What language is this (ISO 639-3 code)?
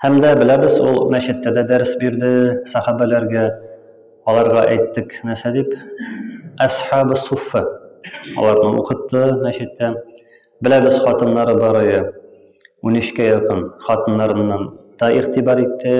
tat